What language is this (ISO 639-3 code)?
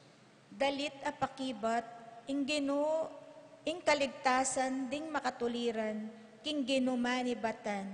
pam